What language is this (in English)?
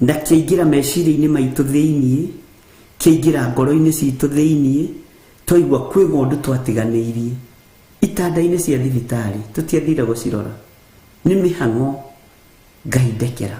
Kikuyu